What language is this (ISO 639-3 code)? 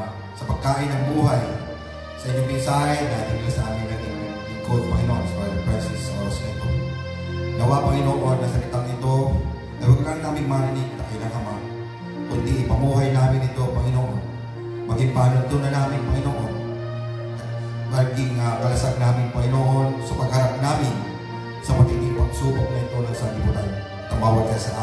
fil